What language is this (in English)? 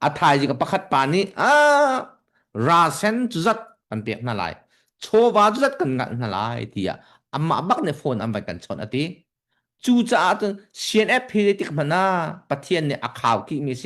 Hakha Chin